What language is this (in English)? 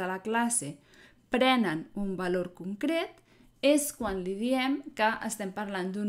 Catalan